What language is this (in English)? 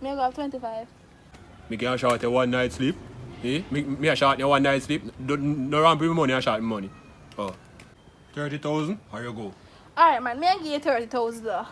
Jamaican Creole English